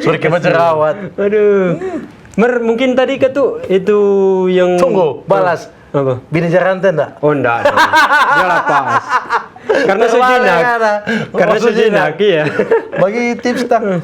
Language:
Manado Malay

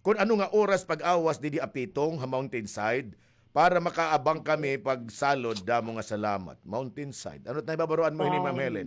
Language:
Waray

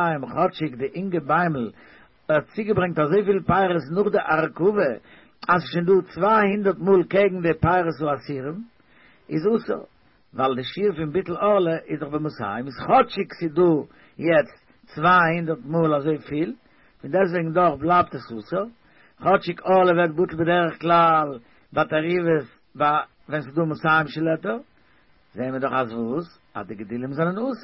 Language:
Yiddish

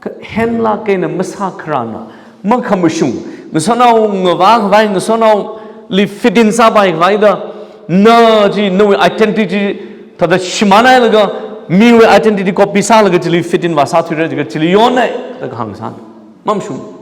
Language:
Tangkhul Naga (India)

